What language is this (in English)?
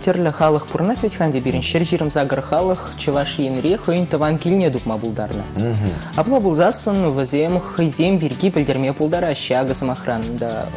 Chuvash